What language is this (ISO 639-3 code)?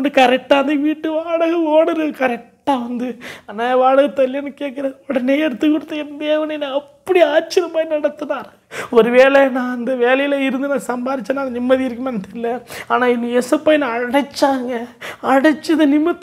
tam